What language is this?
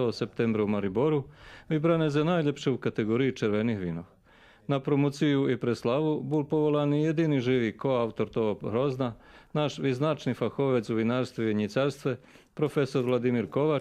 Rusyn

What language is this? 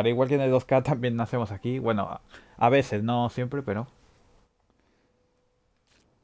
Spanish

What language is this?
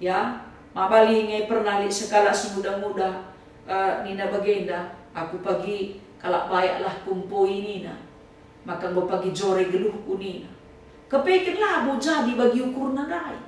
Batak Karo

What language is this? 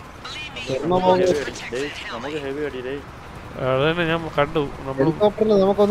Malayalam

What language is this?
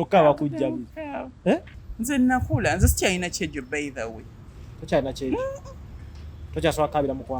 Ganda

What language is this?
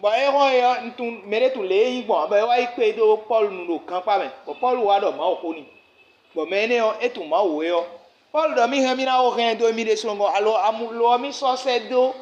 Fon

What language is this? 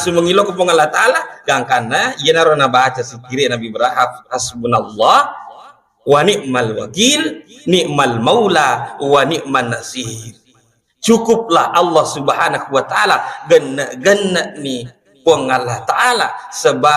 Buginese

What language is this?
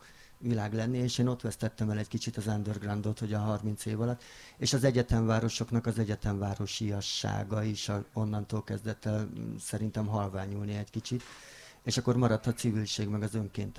Hungarian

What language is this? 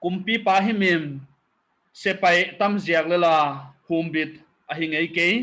Paite Chin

